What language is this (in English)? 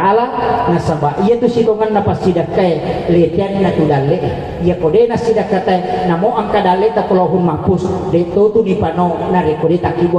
Buginese